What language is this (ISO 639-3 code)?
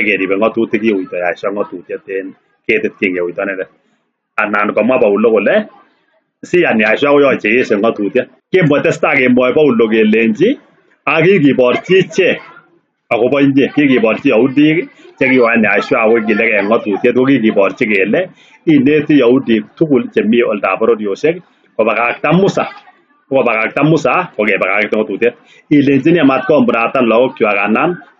kln